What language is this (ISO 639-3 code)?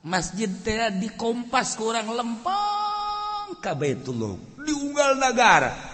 sun